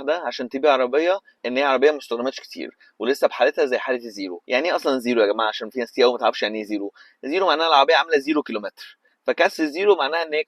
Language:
Egyptian Arabic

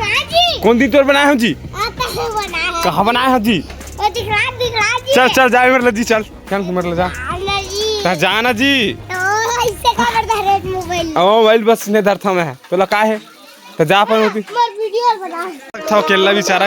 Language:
Chhattisgarhi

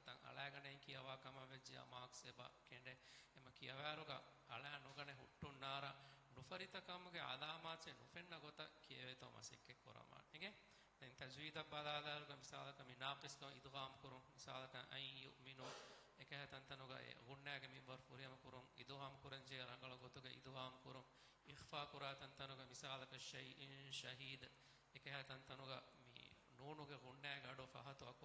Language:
Divehi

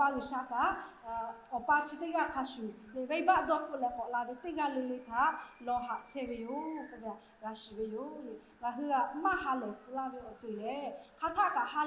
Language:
Lahu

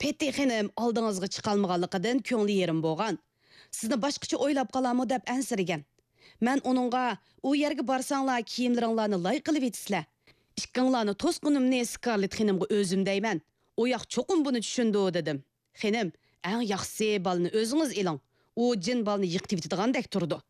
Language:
Uyghur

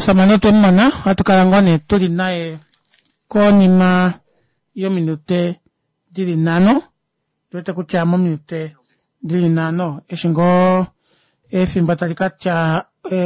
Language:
Kuanyama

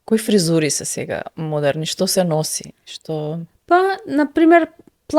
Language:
Macedonian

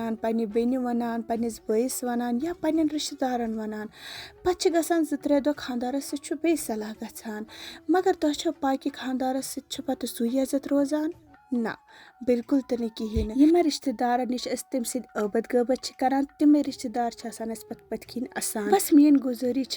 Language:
Kashmiri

